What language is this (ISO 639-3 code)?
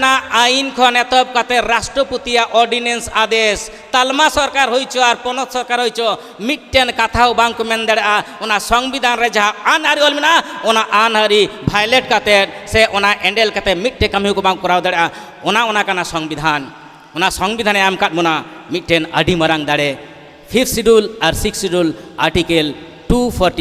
sat